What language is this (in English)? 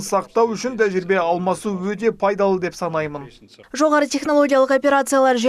Kazakh